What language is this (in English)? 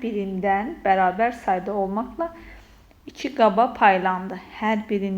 Azerbaijani